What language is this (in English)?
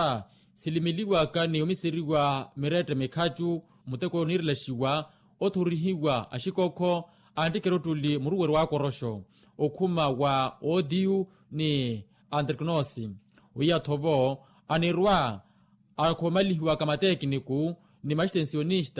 Makhuwa